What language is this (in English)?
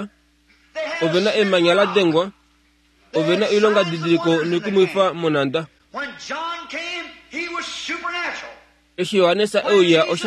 Kuanyama